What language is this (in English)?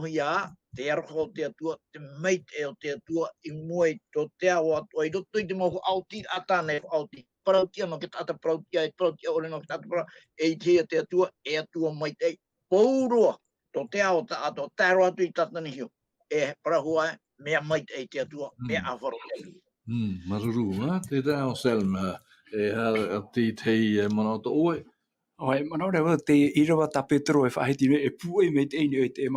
Tahitian